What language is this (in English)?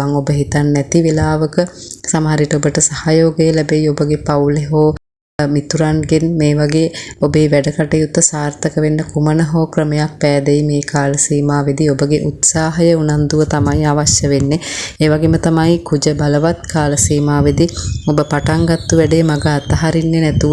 Sinhala